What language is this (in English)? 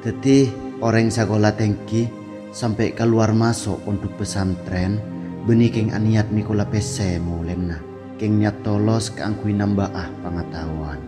Madurese